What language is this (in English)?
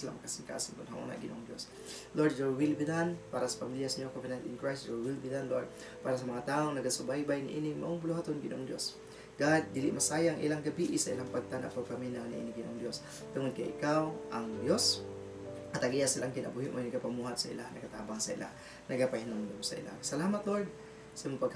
Cebuano